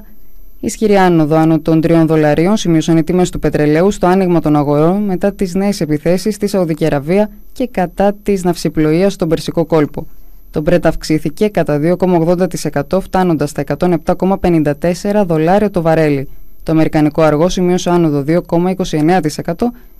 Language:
Greek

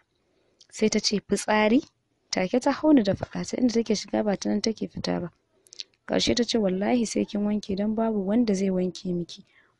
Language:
Hausa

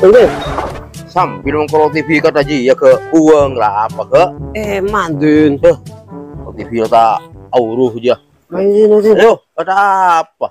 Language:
Madurese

